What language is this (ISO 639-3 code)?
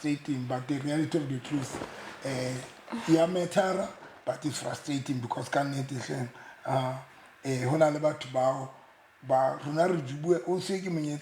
sot